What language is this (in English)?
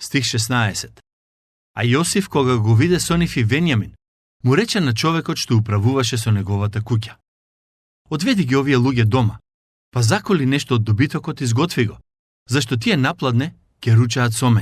Macedonian